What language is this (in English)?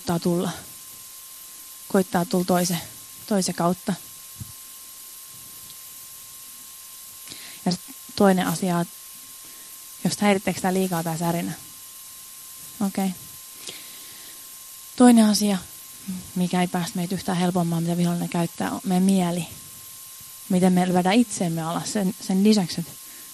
Finnish